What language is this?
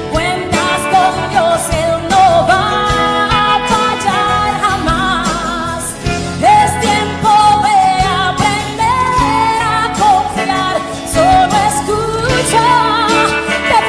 Spanish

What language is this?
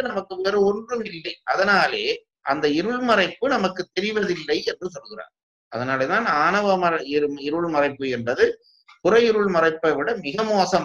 Tamil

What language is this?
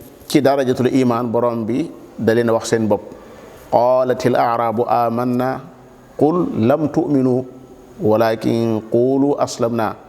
Wolof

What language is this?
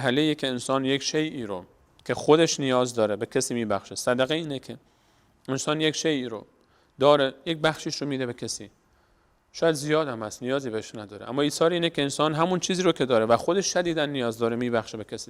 Persian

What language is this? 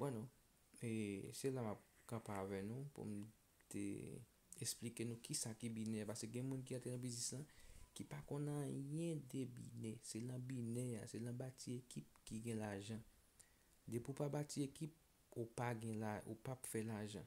Haitian Creole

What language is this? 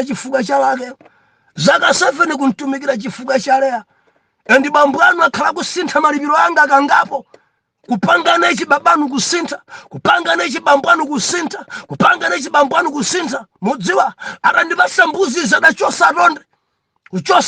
Nyanja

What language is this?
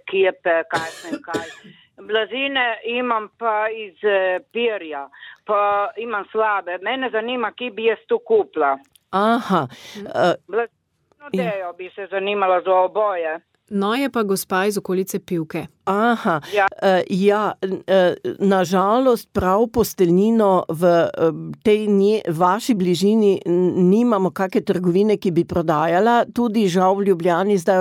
Slovenian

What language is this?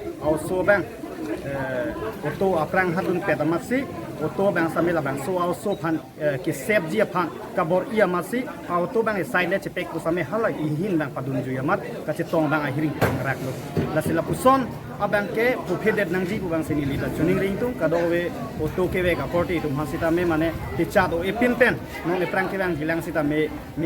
Karbi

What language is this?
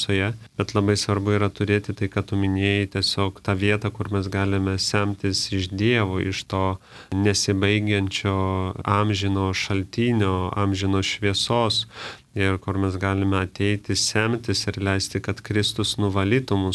Lithuanian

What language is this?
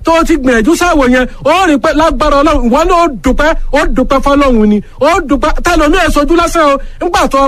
Yoruba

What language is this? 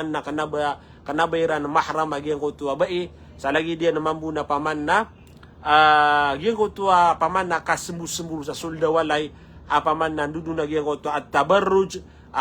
Maranao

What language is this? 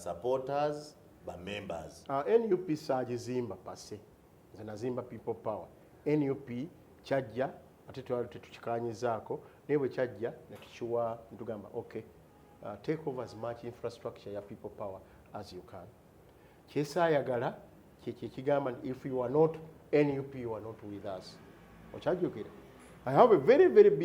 Ganda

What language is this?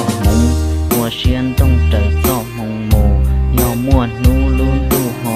Hmong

